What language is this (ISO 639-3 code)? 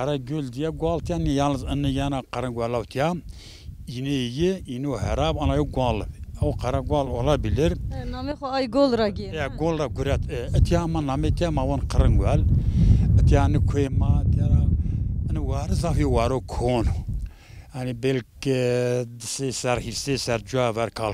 zza